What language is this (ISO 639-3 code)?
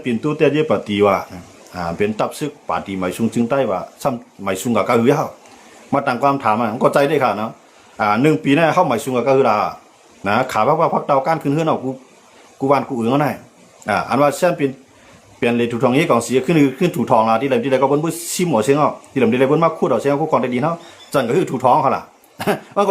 shn